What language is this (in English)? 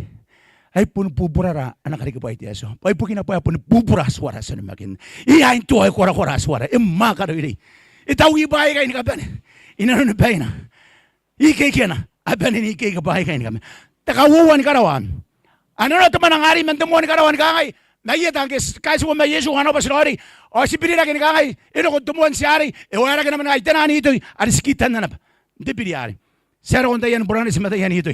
Gilbertese